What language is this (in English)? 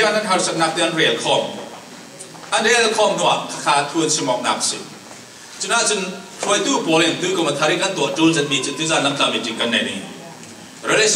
Falam Chin